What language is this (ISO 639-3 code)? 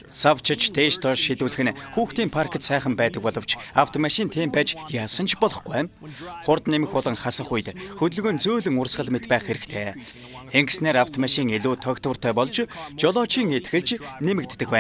mon